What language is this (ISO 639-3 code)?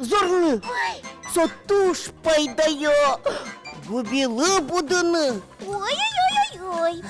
udm